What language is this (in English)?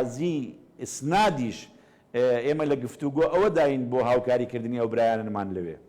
Central Kurdish